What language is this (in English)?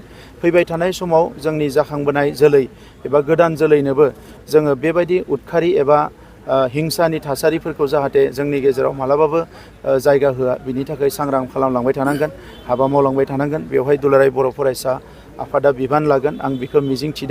Bodo